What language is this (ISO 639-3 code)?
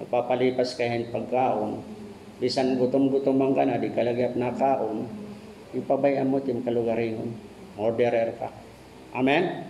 war